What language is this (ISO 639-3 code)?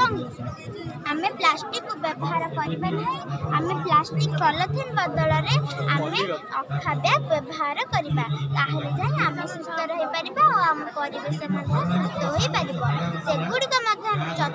ori